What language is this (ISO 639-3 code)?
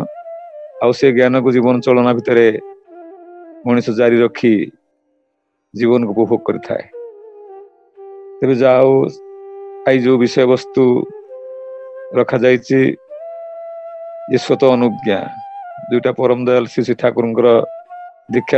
ori